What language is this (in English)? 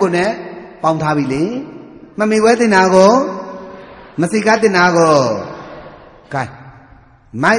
Burmese